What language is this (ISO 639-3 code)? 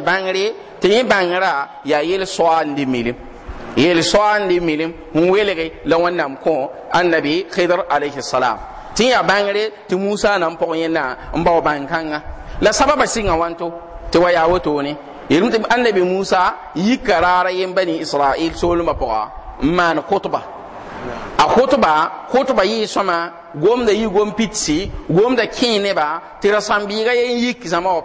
mos